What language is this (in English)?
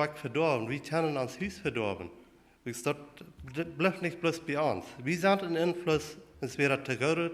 Plautdietsch